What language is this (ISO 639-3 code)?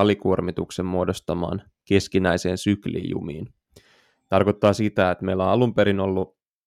fin